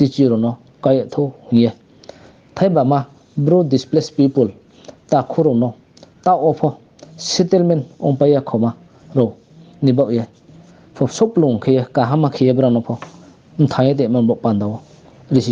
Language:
Riang (India)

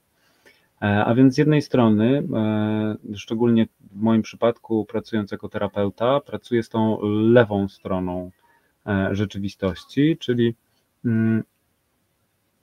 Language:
Polish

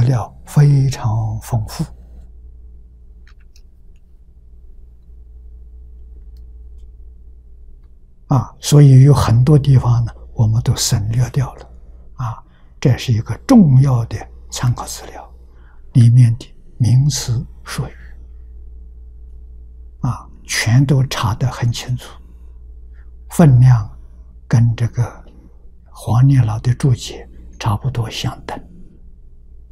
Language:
Chinese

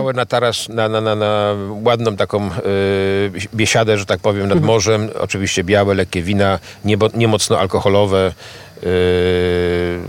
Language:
Polish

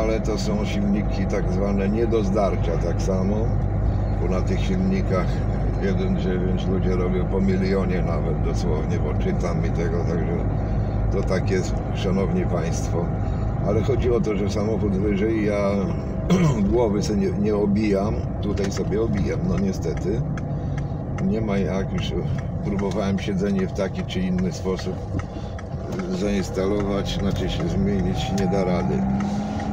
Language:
Polish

